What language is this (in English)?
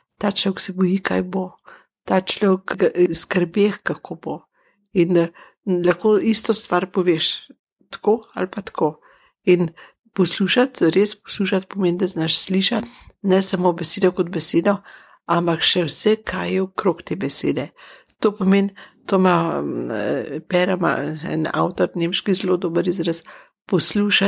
Slovenian